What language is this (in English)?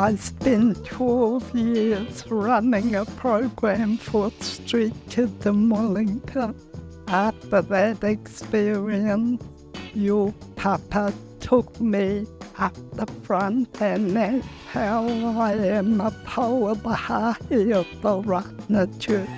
Māori